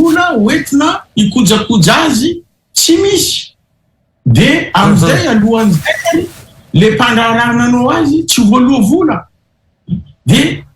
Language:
Malagasy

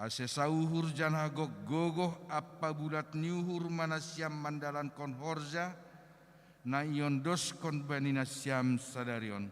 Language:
Batak Simalungun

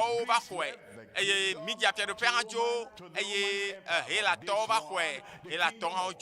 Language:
Ewe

